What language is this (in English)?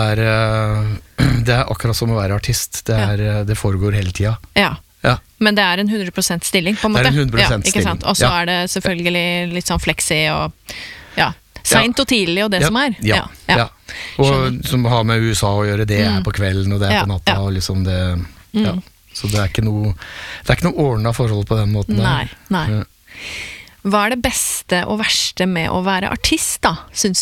Norwegian